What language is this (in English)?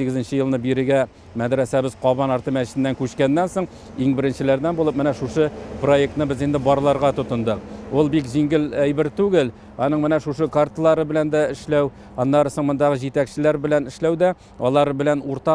Tatar